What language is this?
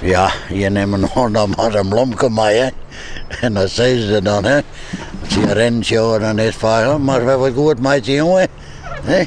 Western Frisian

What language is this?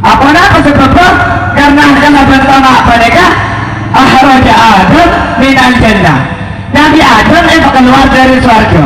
Madurese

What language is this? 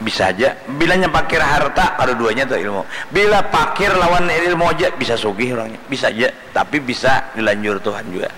Banjar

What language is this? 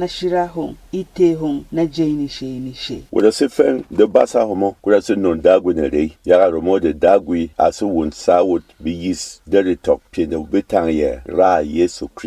Berom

